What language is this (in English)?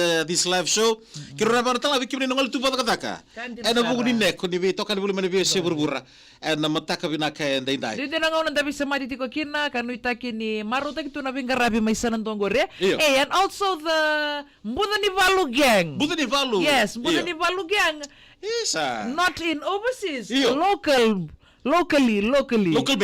Fijian